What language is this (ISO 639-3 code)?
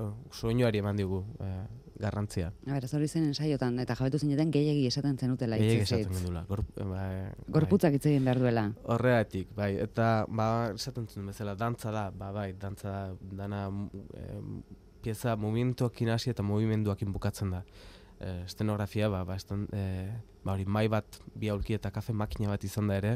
eus